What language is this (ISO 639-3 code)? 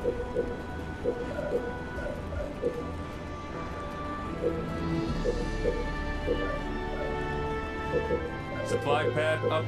eng